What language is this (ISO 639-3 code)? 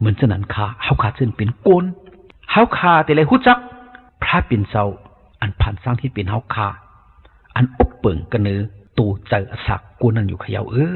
shn